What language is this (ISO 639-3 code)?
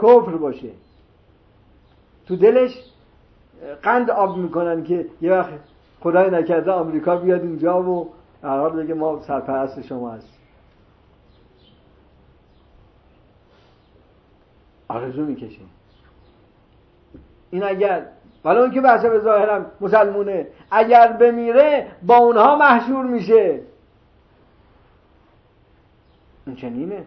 fas